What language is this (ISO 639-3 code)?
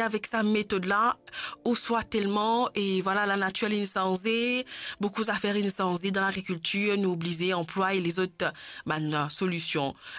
mfe